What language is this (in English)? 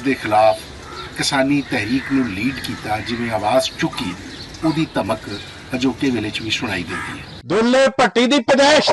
Western Panjabi